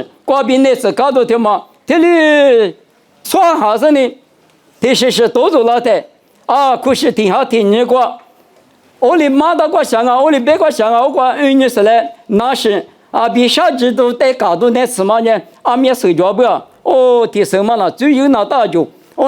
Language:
Lisu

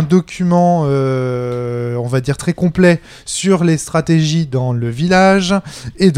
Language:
French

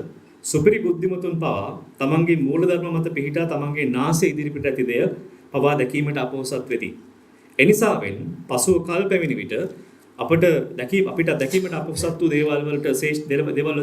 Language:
Sinhala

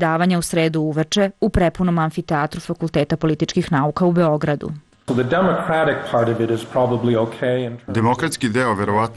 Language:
Serbian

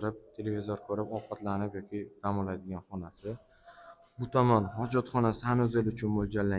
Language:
Uzbek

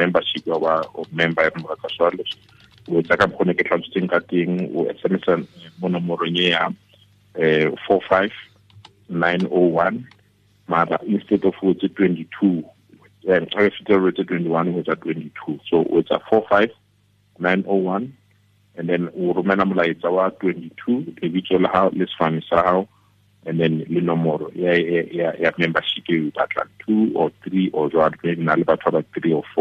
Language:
Tswana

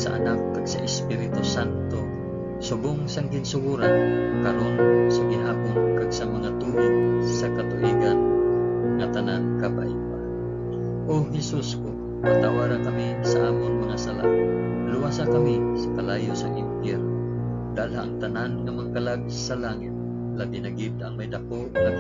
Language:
Hiligaynon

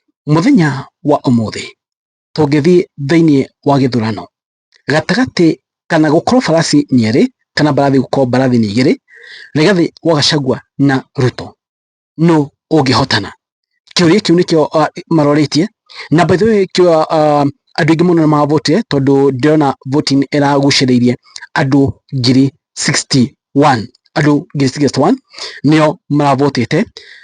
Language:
Kikuyu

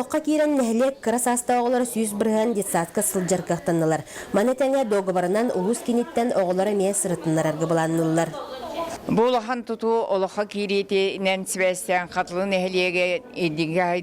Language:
Yakut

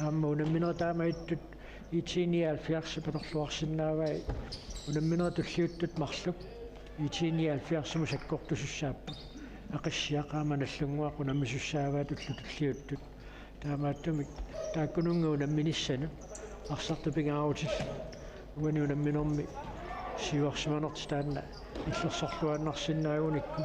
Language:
Kalaallisut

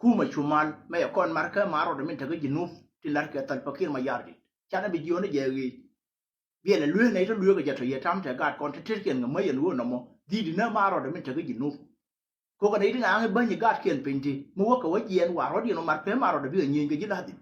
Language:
Nuer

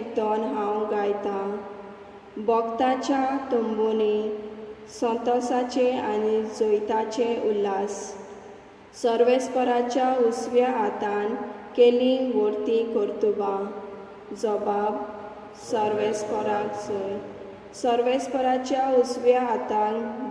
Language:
Konkani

